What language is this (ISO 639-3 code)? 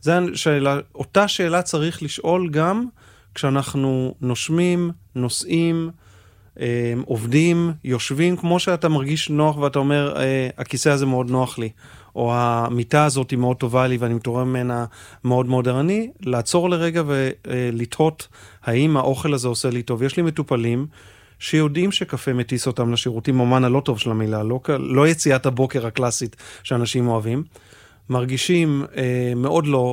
heb